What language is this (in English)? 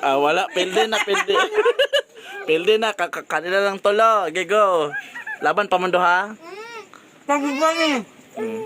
Cebuano